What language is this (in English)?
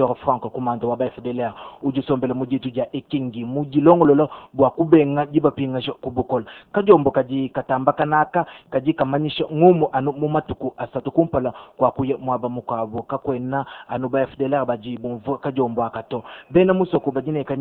Luba-Lulua